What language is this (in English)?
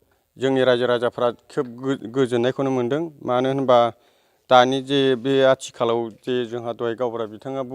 Bodo